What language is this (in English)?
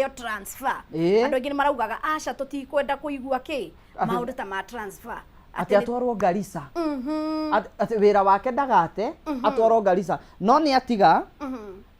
Kikuyu